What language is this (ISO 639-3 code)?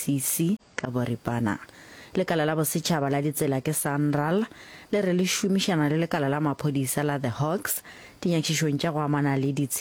nso